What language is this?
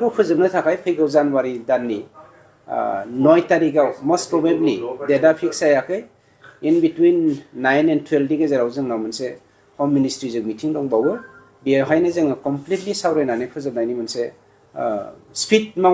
Bodo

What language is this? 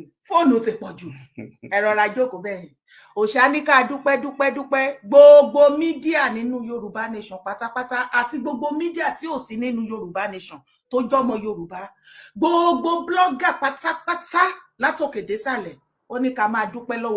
Yoruba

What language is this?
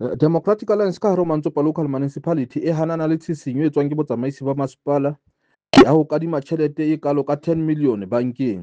Southern Sotho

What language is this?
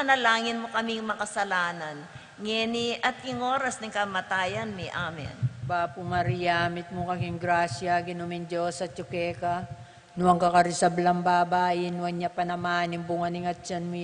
Pampanga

